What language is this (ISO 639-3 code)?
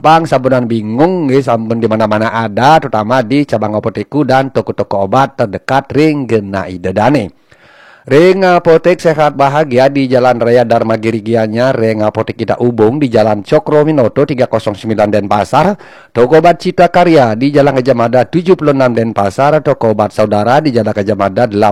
ban